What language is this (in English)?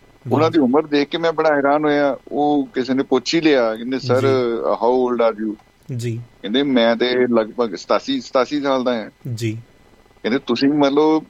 Punjabi